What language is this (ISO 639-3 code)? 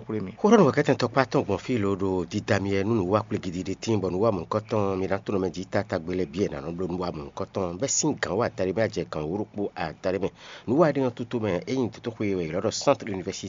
fon